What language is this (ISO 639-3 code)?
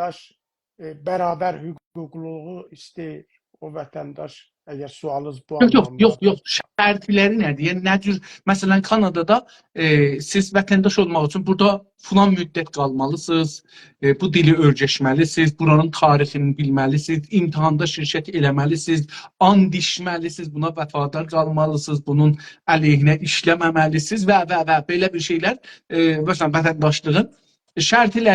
azb